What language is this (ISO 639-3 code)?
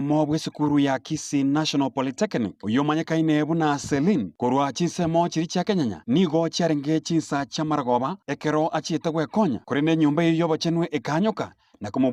guz